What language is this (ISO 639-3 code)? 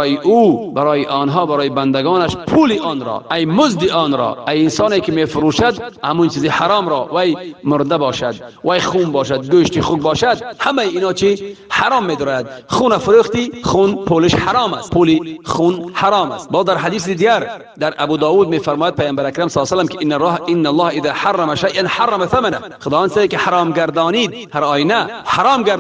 tgk